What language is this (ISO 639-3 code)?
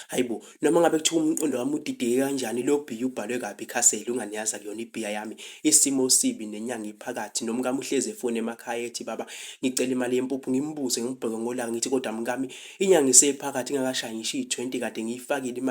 zul